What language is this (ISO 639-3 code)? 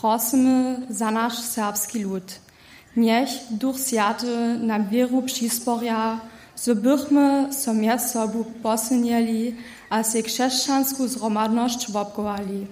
hsb